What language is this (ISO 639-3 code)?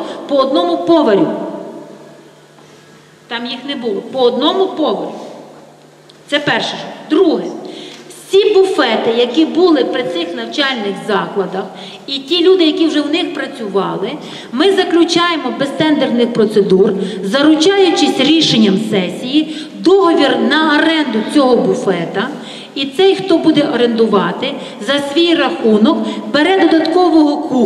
ukr